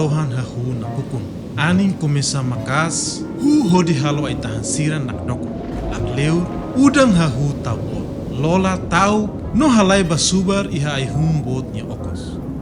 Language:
Tetum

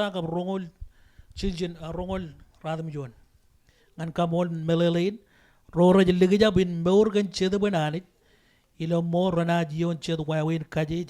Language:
Marshallese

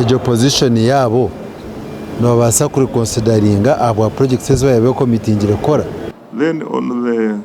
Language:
Nyankole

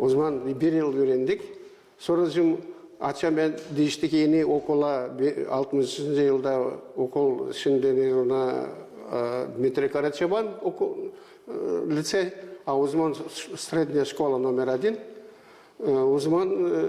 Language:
Gagauz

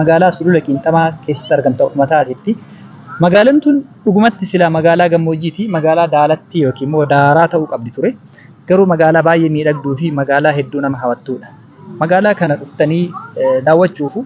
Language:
Oromo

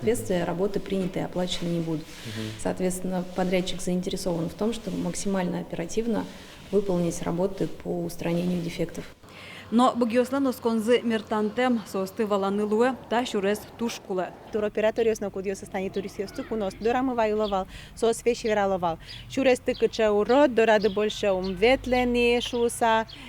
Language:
Udmurt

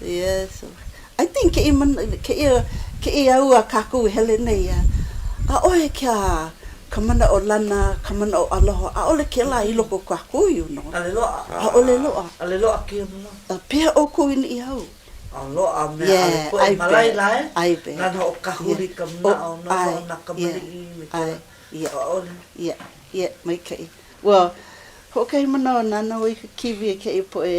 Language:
Hawaiian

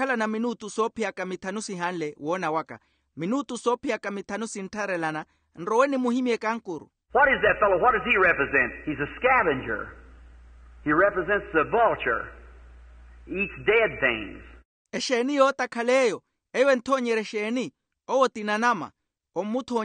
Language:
Makhuwa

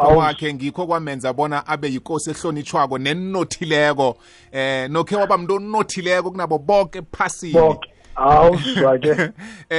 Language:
South Ndebele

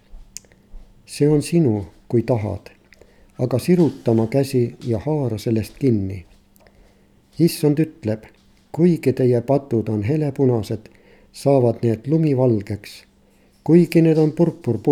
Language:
Estonian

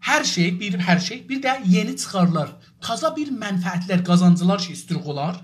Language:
South Azerbaijani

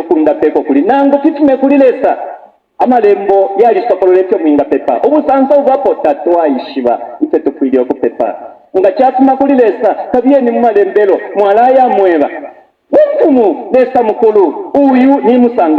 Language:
Bemba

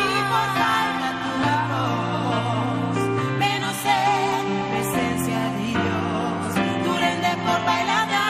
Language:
Papiamento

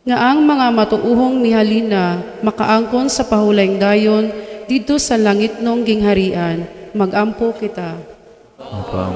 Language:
Cebuano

